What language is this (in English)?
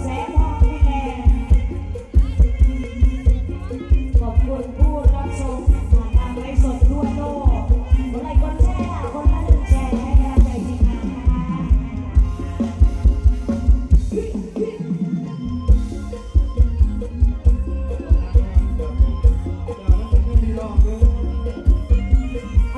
Thai